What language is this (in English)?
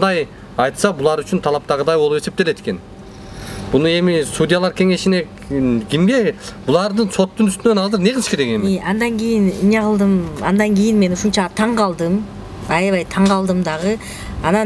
Kyrgyz